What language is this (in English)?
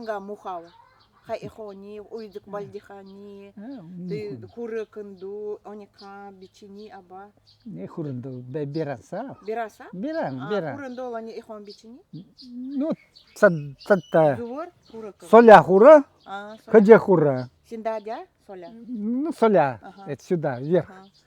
Nanai